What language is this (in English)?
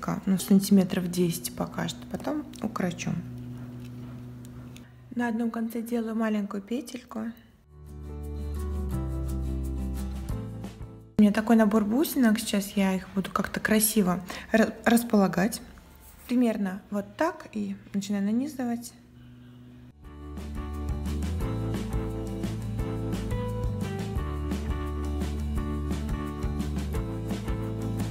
Russian